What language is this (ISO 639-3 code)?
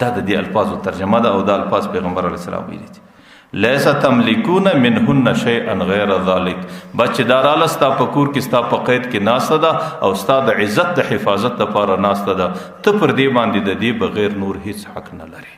pus